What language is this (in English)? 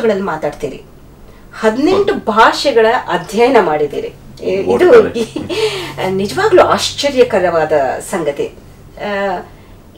Kannada